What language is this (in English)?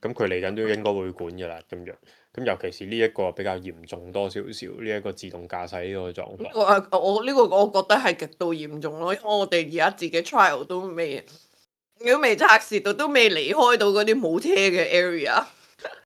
Cantonese